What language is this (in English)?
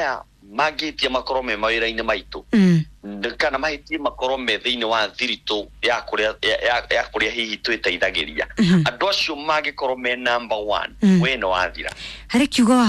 Kikuyu